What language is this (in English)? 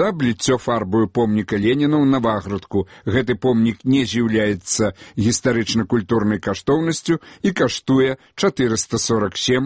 Belarusian